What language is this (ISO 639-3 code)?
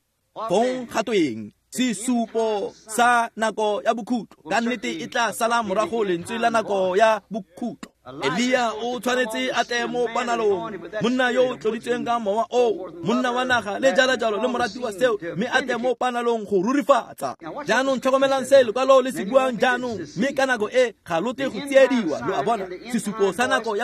tsn